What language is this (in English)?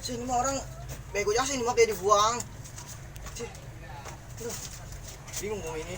Betawi